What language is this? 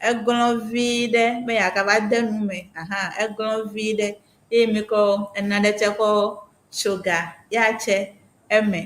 Ewe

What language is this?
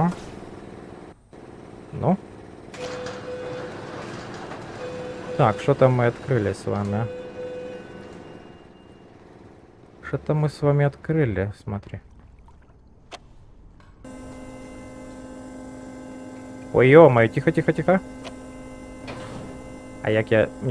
Russian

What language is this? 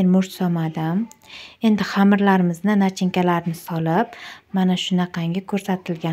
Uzbek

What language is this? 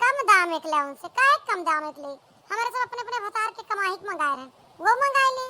Awadhi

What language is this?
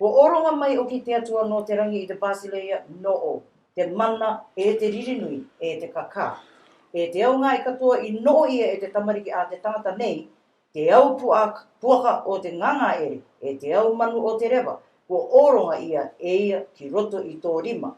Rarotongan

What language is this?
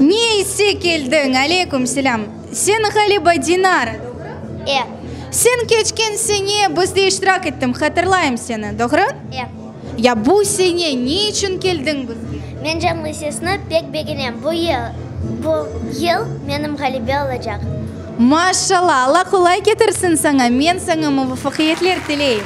Crimean Tatar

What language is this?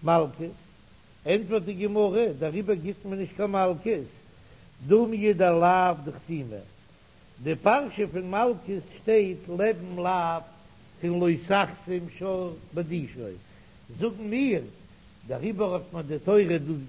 Yiddish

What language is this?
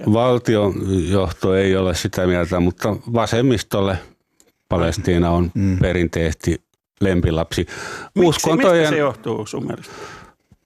Finnish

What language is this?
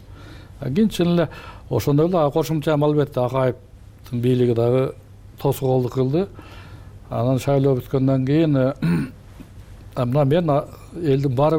Kyrgyz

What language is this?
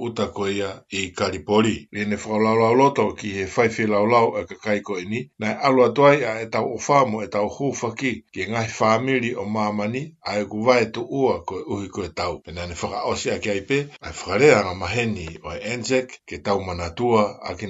Tongan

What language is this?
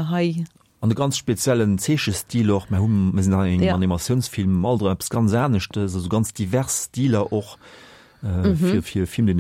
Luxembourgish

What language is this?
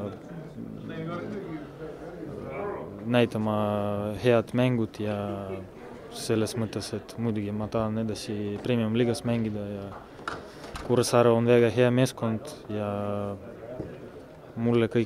Estonian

